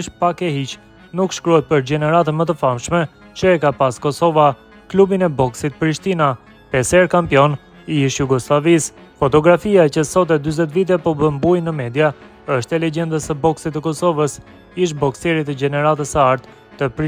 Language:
Albanian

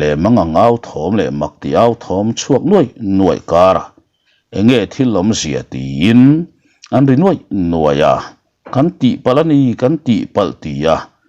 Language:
Mizo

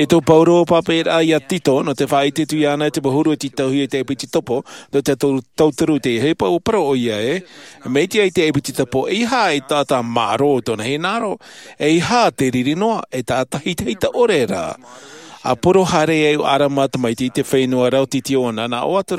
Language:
Tahitian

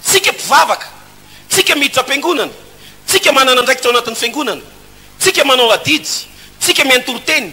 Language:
Malagasy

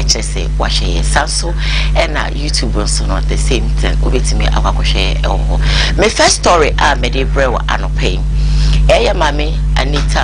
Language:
Akan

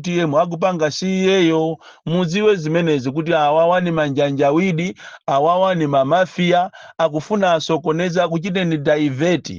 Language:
Nyanja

